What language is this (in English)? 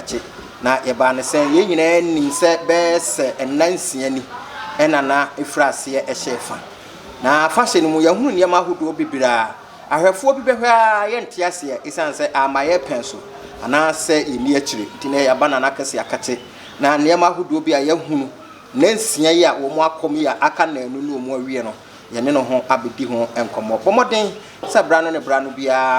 Akan